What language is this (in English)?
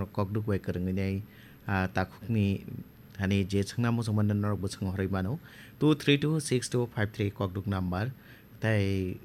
Kok Borok